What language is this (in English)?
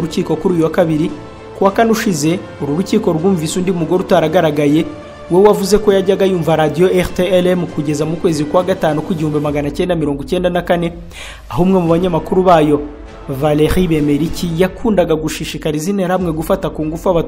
Kinyarwanda